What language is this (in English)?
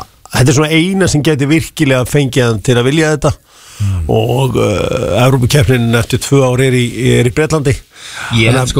Icelandic